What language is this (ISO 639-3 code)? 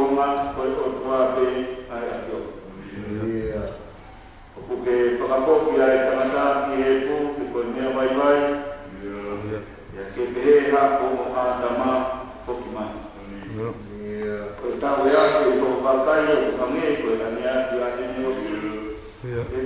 ton